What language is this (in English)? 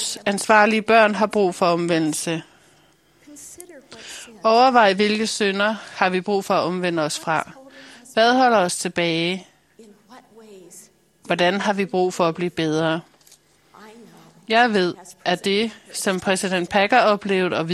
Danish